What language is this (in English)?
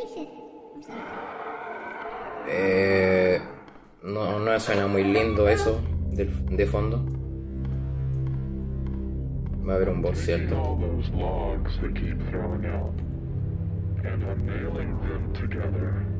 Spanish